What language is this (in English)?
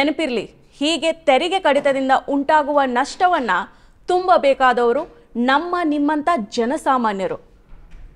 Kannada